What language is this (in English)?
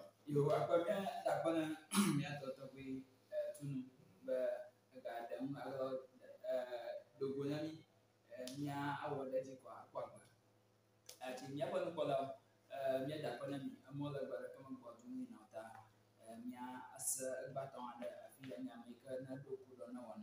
Ewe